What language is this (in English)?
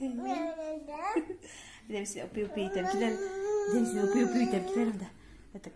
Tatar